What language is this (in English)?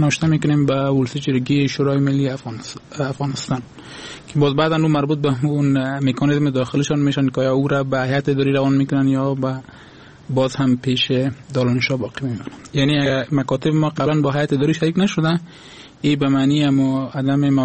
Persian